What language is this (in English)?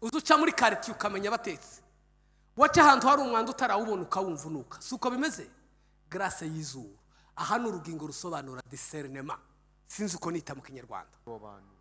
Kinyarwanda